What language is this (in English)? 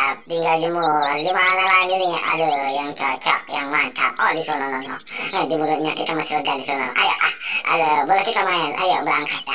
Betawi